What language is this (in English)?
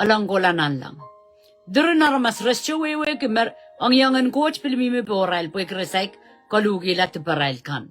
Pohnpeian